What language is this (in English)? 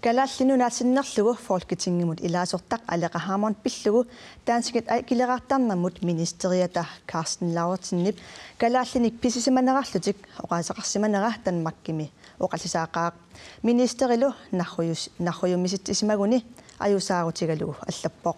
Kalaallisut